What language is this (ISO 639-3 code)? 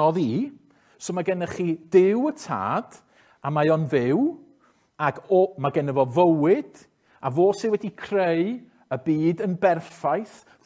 cym